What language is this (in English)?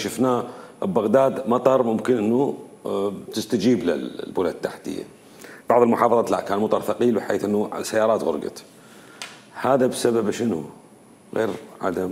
Mesopotamian Arabic